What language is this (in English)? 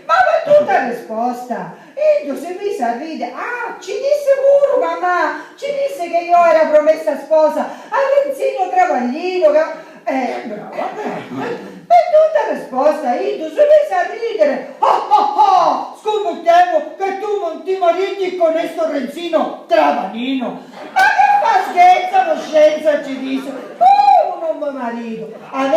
Sicilian